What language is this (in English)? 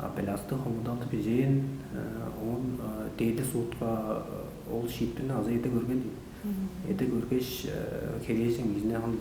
Tuvinian